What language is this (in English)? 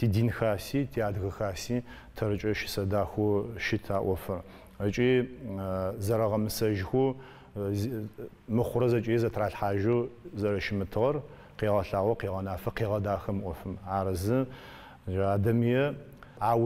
Adyghe